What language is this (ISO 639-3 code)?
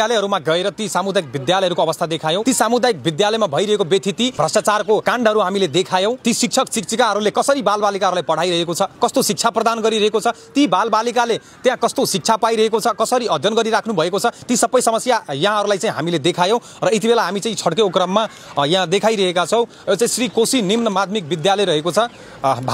nep